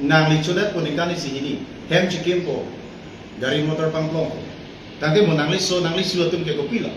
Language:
Karbi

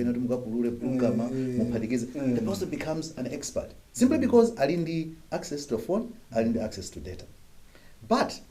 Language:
Nyanja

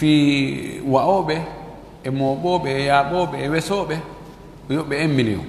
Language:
Fula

